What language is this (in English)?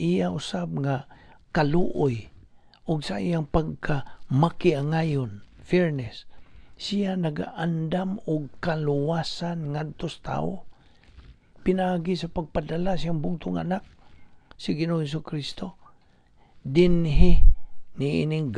Cebuano